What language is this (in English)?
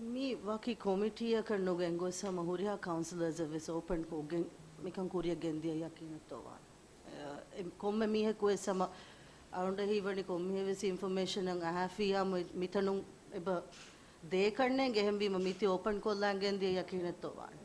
Divehi